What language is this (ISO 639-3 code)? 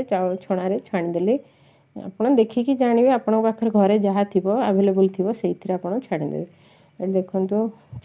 ori